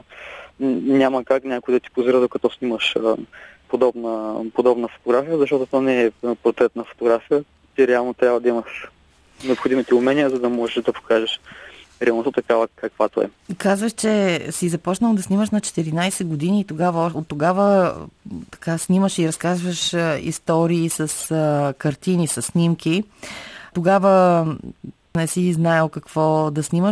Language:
Bulgarian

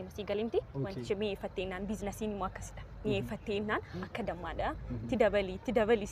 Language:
Oromo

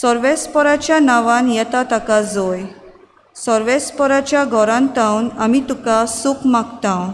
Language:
Konkani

